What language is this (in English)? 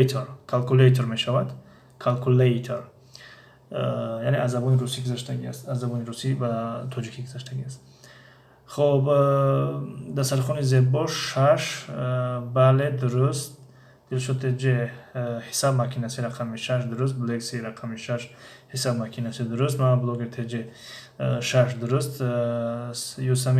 Tajik